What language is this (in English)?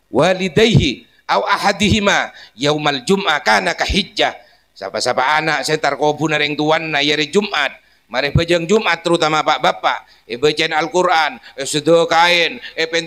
Madurese